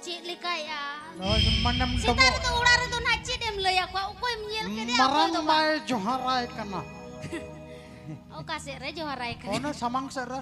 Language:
Santali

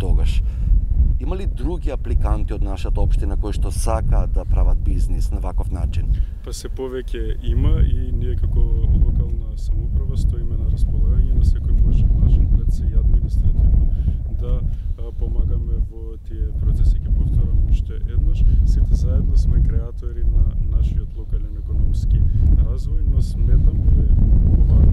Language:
Macedonian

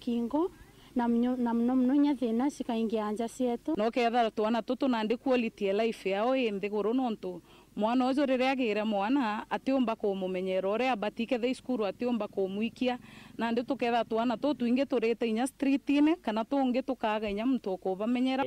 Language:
Meru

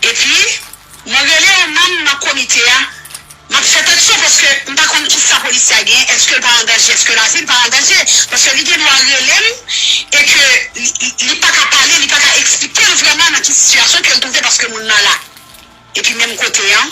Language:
Haitian Creole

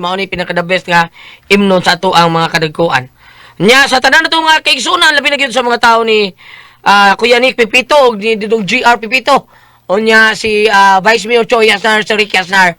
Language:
Cebuano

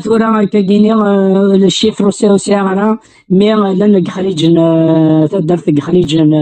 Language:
Kabyle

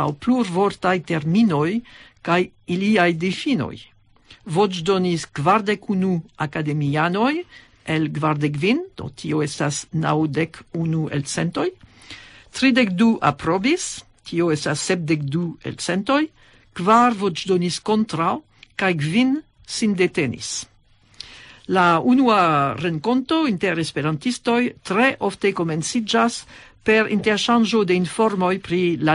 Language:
Esperanto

